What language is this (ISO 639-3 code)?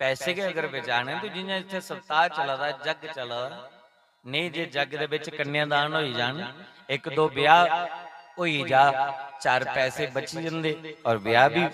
doi